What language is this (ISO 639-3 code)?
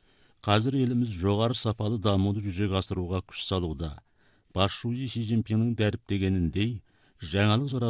kaz